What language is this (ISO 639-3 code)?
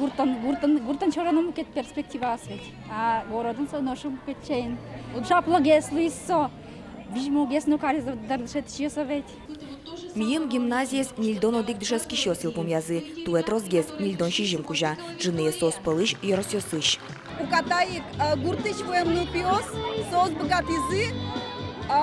udm